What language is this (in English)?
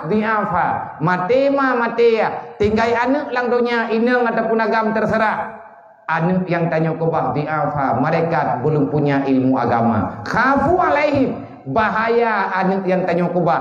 Achinese